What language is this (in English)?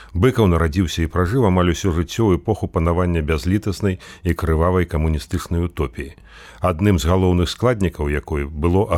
Belarusian